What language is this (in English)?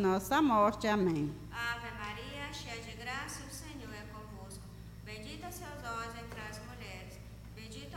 Portuguese